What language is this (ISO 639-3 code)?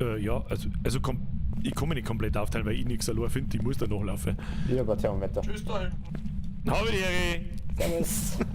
bar